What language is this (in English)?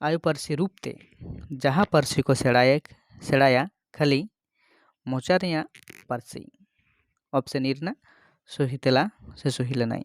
Santali